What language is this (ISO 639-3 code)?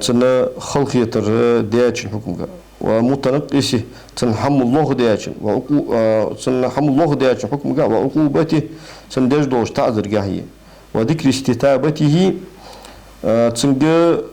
inh